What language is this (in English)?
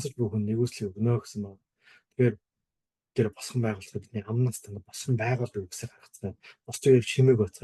Mongolian